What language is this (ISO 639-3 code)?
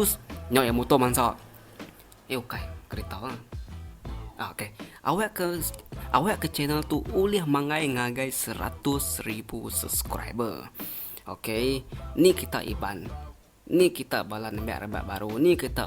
iba